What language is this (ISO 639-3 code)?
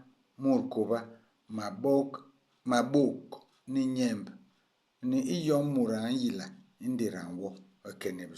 bas